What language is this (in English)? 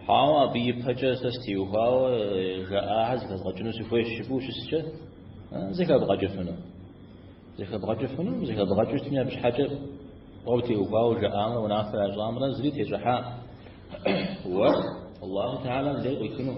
Kabardian